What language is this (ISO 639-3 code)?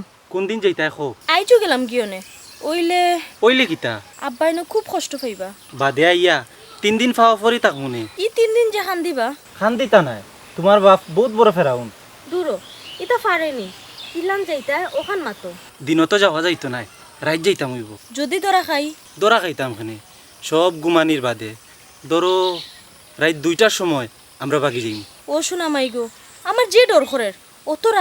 syl